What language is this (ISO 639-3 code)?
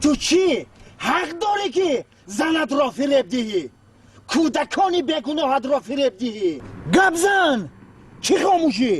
tgk